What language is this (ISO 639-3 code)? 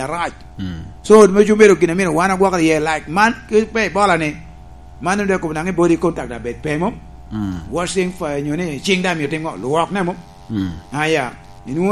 laj